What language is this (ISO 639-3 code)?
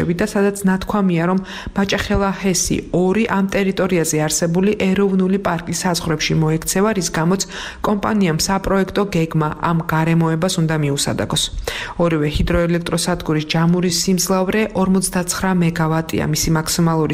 kat